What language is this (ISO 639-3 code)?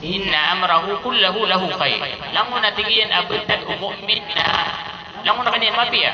mrw